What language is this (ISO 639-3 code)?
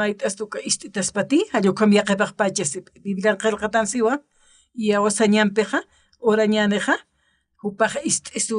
aym